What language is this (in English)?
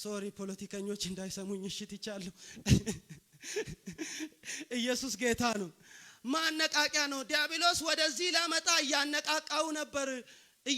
Amharic